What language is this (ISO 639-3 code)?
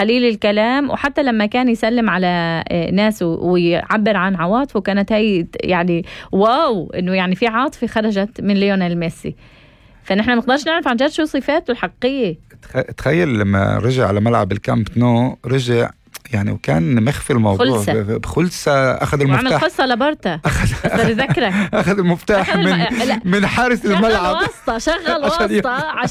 apc